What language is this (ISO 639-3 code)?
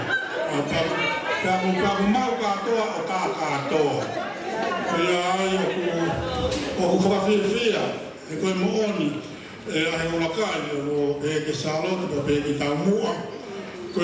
ton